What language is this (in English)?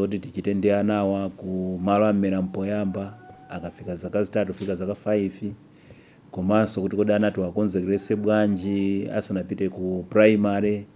Nyanja